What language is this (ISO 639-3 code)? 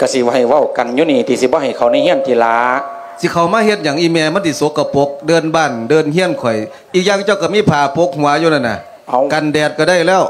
lao